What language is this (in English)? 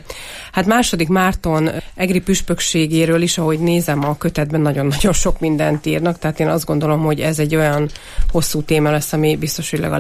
Hungarian